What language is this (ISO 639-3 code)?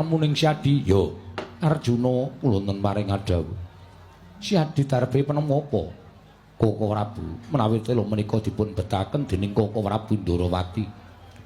jav